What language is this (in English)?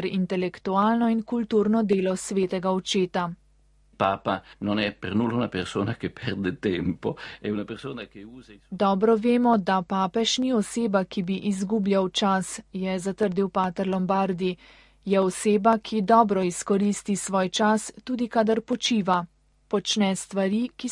Slovenian